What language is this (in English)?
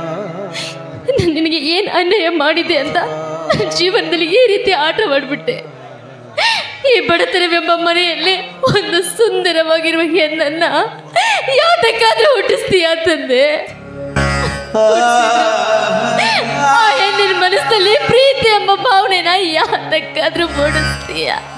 Kannada